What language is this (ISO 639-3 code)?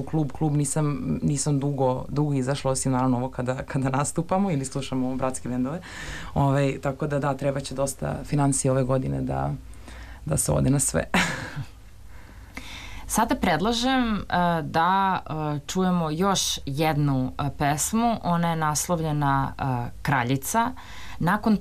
srp